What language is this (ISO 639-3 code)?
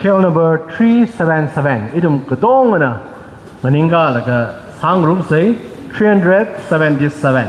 nmf